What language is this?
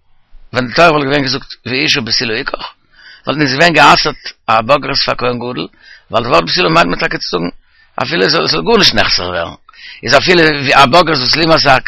Yiddish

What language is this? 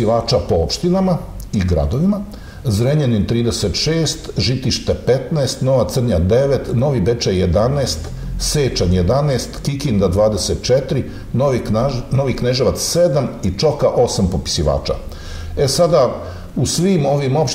Serbian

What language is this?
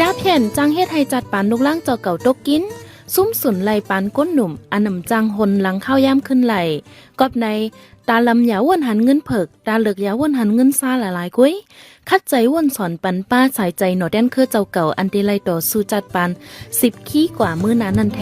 Shan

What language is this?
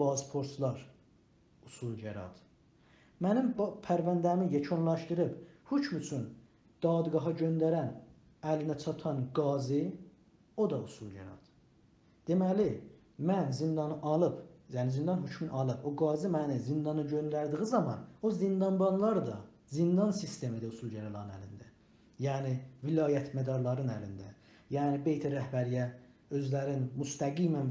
South Azerbaijani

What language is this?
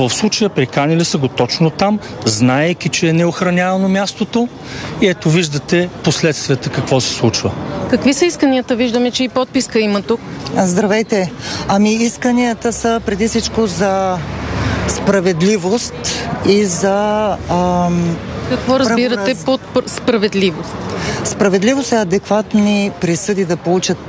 Bulgarian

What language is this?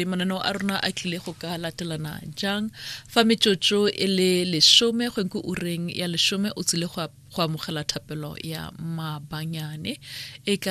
Tswana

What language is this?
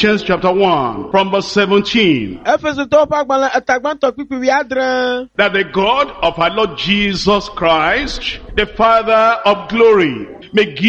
Ewe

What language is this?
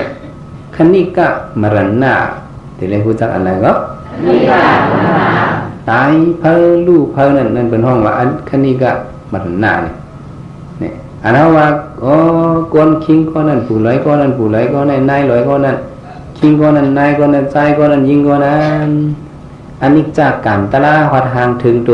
Shan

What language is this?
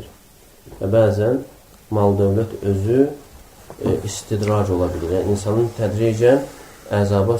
Azerbaijani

